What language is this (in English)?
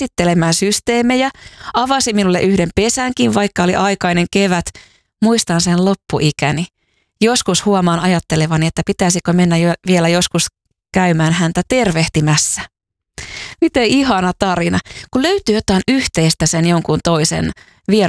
Finnish